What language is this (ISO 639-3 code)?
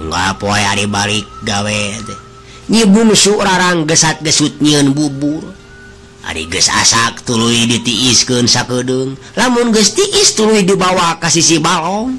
sun